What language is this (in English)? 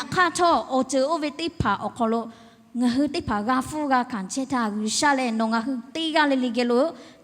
Lahu